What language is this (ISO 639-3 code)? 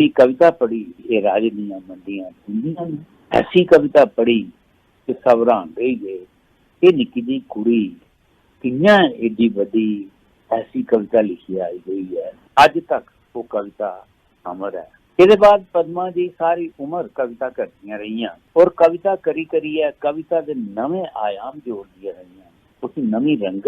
doi